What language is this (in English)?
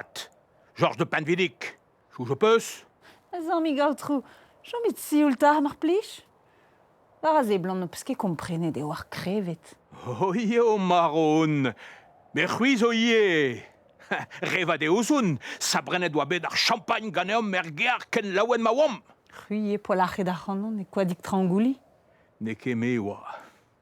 Breton